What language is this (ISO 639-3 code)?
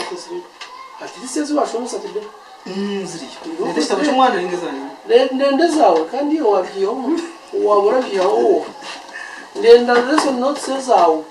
nyn